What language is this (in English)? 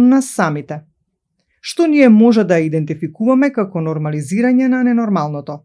Macedonian